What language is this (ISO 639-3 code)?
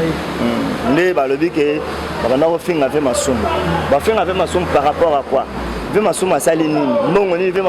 lin